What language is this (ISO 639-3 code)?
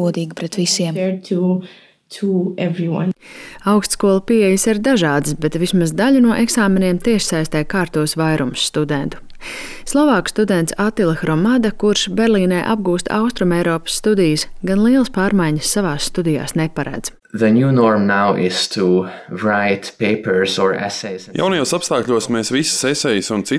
lav